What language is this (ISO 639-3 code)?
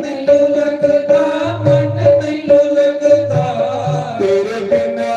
doi